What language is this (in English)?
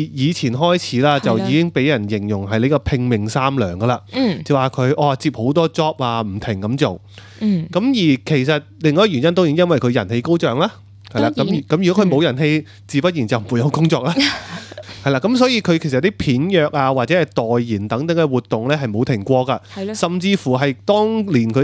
Cantonese